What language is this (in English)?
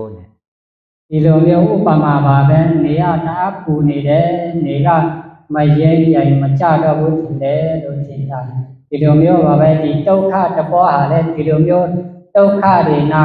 Shan